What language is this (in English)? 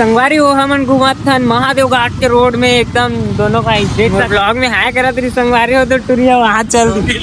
Chhattisgarhi